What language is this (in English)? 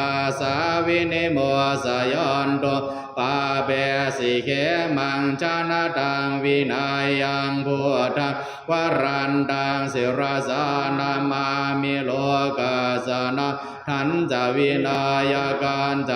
Pali